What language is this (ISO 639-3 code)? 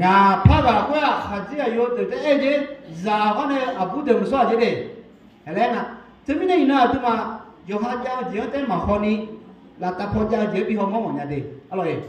ahk